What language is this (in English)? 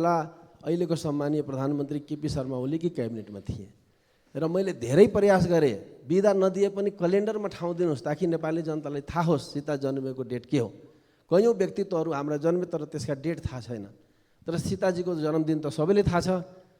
Nepali